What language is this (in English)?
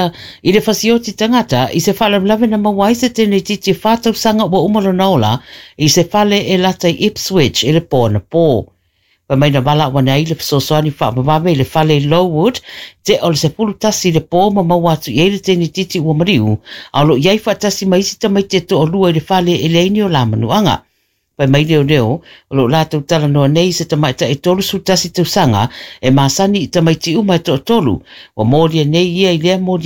Samoan